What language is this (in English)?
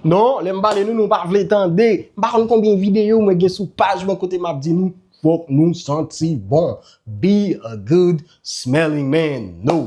Haitian Creole